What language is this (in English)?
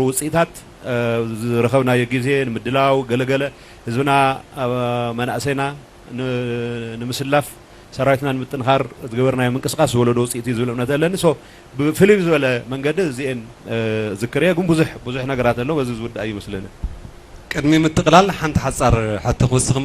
Tigrinya